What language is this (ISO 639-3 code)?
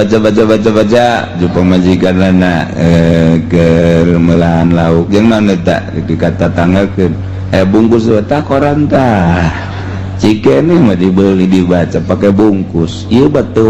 sun